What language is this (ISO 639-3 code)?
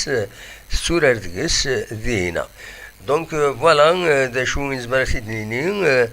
kab